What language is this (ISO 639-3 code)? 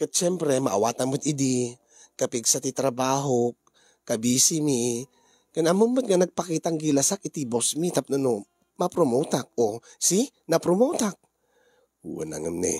ilo